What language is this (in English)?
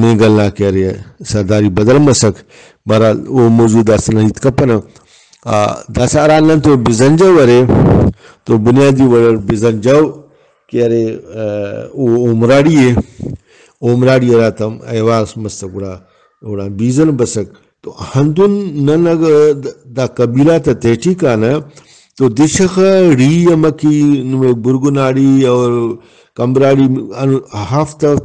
Brahui